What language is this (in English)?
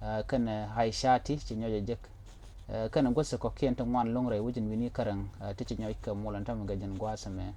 Nuer